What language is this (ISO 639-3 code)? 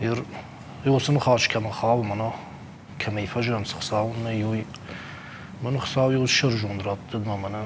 oss